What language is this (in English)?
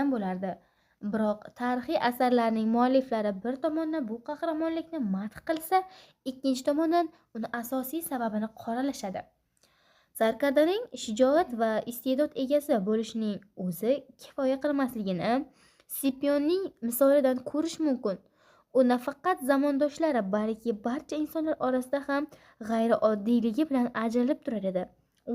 Uzbek